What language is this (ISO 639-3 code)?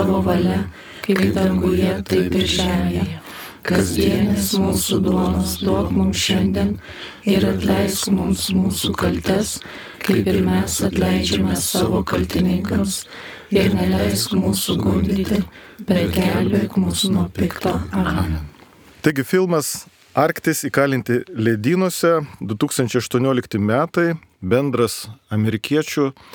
lit